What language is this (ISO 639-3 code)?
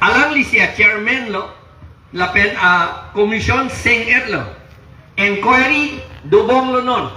mjw